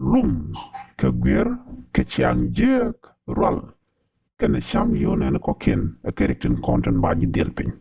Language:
Nuer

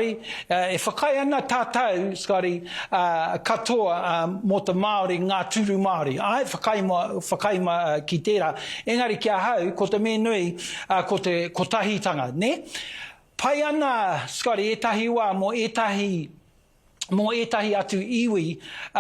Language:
Māori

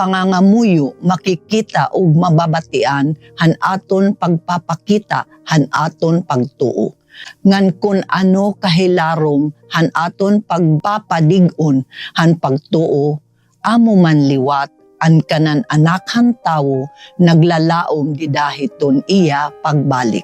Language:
Waray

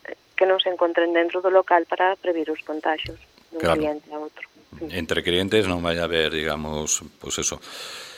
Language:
Galician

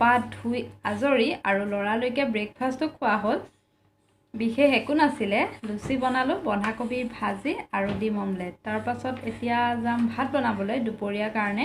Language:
Assamese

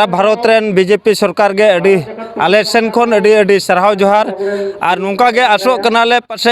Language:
Santali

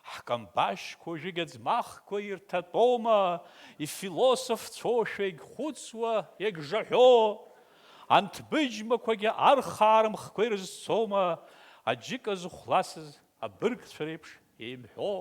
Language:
Abkhazian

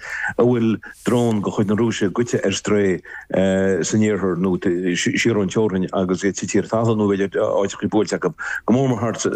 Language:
Irish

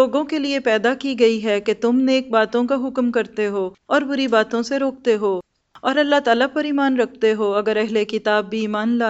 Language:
Urdu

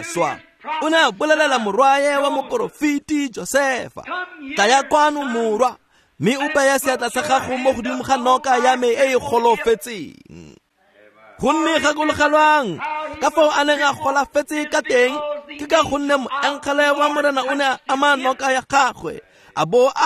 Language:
Tswana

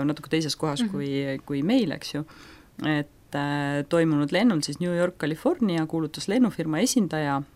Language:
Estonian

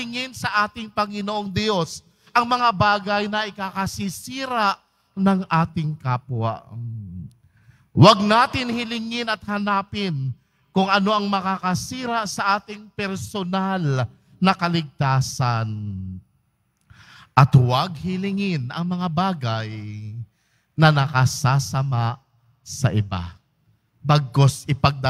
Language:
Filipino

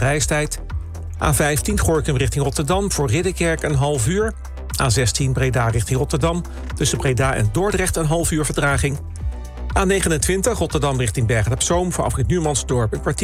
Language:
Dutch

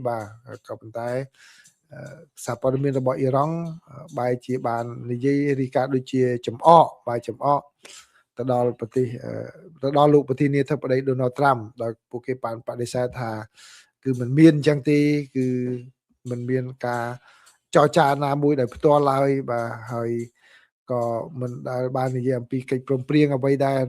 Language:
Khmer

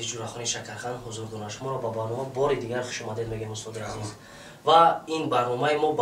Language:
Tajik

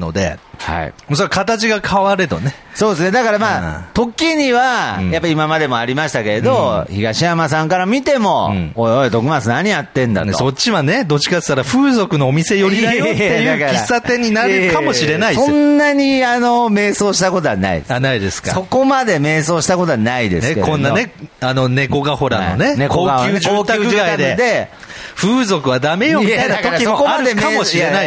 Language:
Japanese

